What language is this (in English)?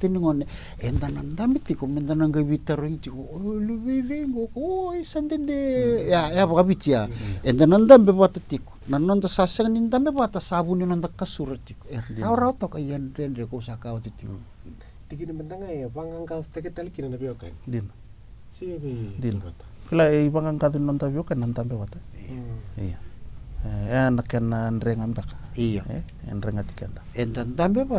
Fijian